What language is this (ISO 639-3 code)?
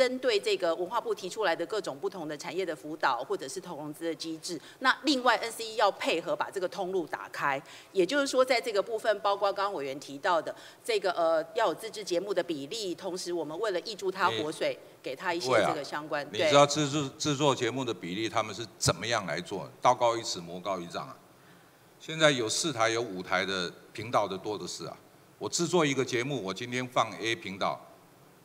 zho